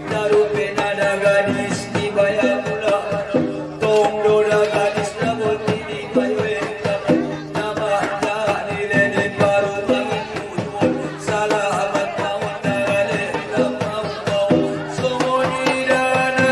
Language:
Batak Angkola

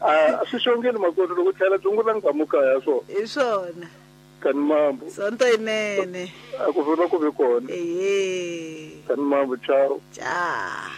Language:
Tsonga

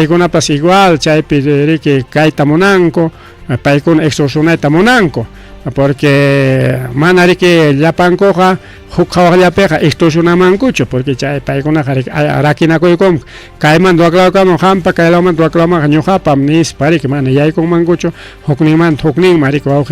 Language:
Ayacucho Quechua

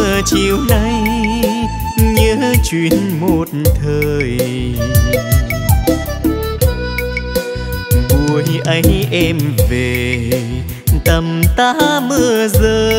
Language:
Vietnamese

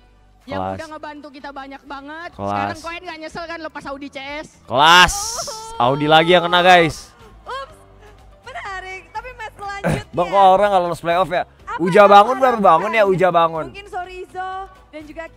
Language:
Indonesian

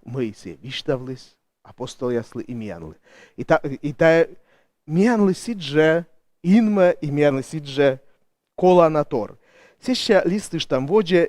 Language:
Komi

